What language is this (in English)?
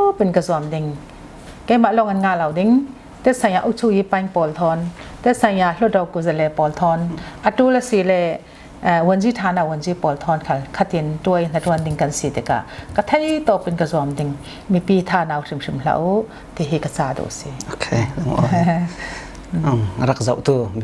Falam Chin